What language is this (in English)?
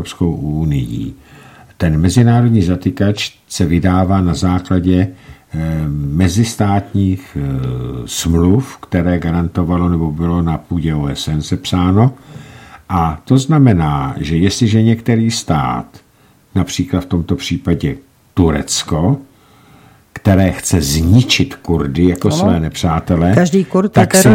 Czech